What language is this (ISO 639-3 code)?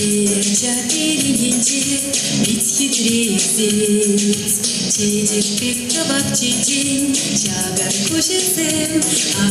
chv